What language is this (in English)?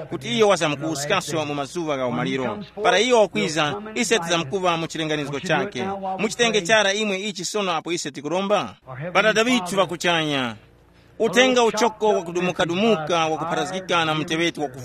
Tumbuka